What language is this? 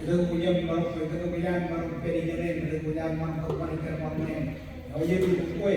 Marshallese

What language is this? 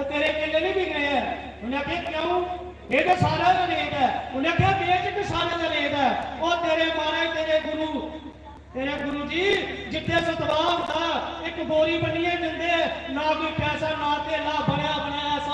Dogri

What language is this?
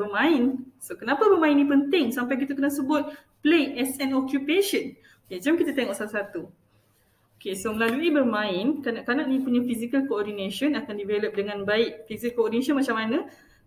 Malay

